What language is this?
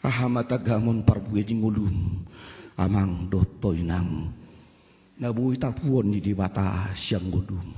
Batak Toba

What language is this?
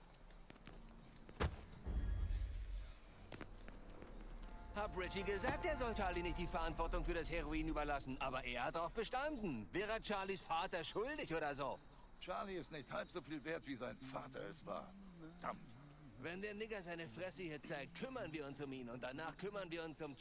German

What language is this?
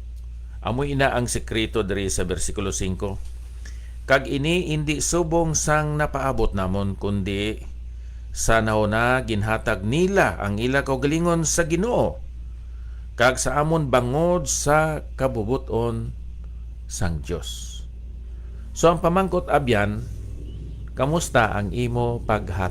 Hiligaynon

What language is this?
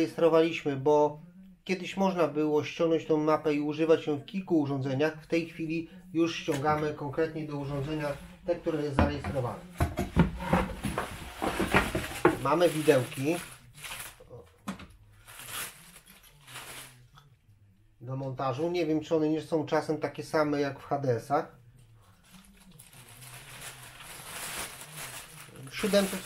Polish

